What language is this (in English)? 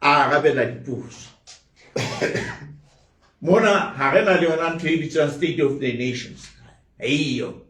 Southern Sotho